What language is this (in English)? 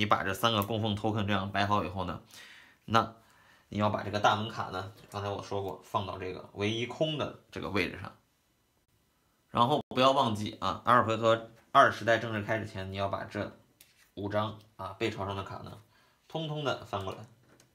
Chinese